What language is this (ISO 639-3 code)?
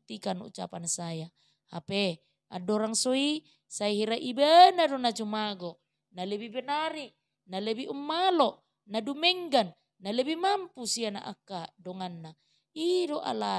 bbc